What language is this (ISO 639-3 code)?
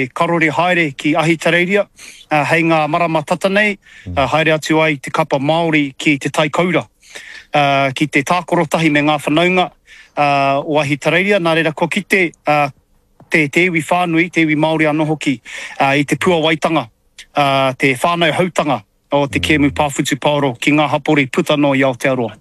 mri